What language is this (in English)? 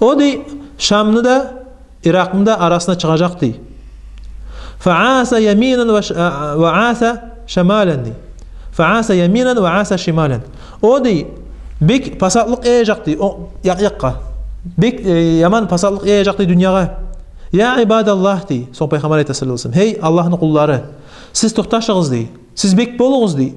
Kumyk